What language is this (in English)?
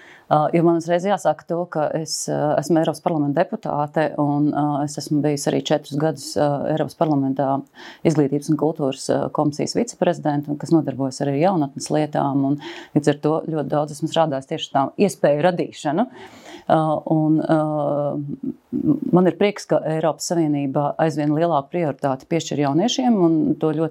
Latvian